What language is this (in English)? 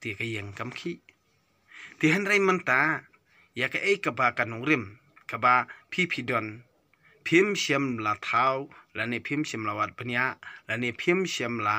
Khasi